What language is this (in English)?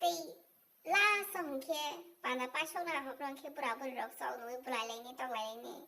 Kok Borok